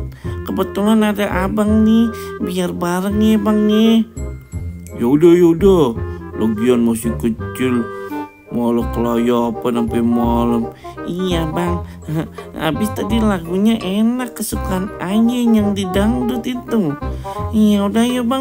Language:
Betawi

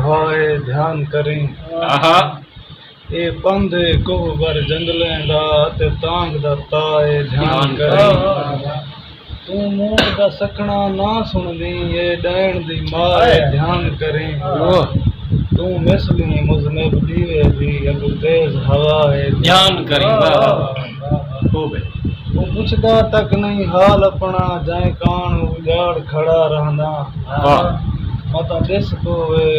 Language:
Saraiki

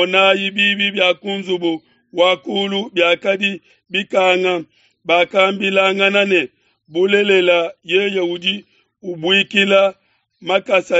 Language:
Luba-Lulua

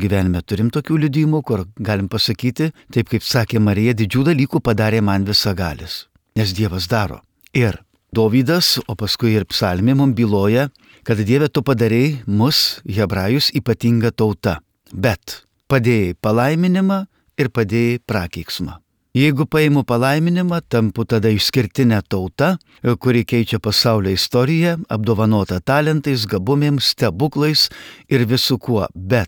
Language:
Lithuanian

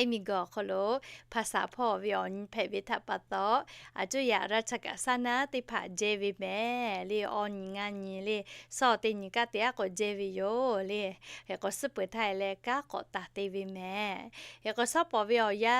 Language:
Lahu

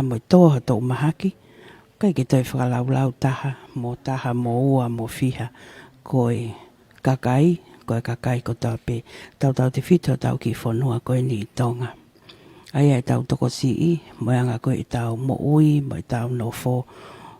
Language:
Tongan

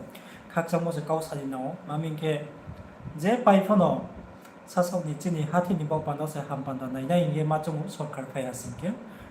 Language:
Riang (India)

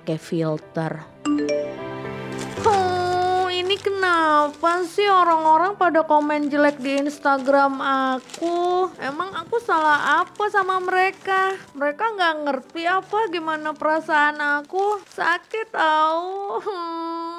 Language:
Indonesian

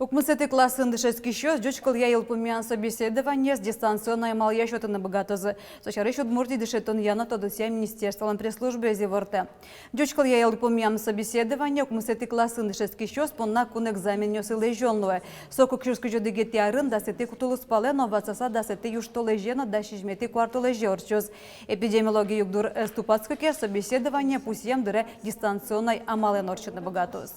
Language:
Udmurt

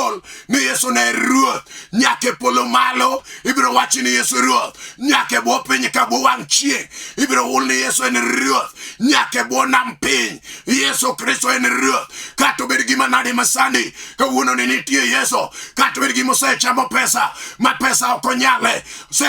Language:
Luo (Kenya and Tanzania)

